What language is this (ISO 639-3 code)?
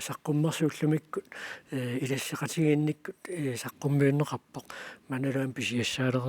kal